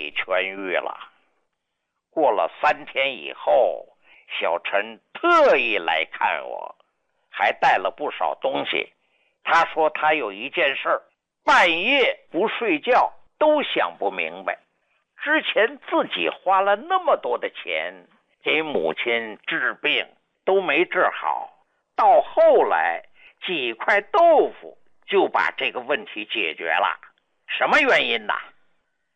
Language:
Chinese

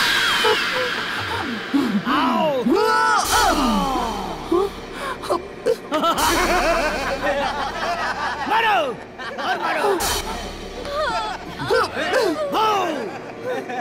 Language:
Bhojpuri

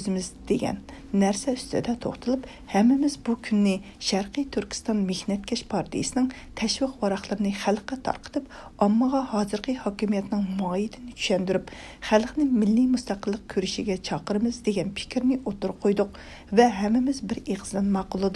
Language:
Uyghur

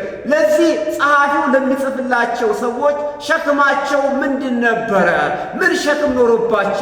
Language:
Amharic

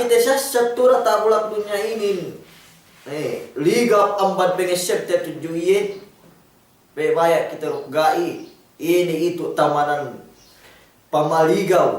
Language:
Yakan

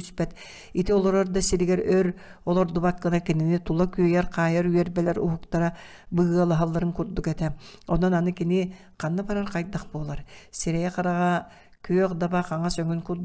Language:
Yakut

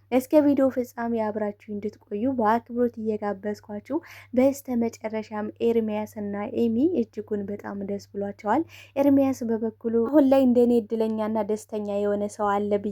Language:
Amharic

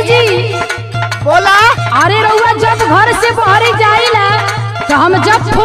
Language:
Bhojpuri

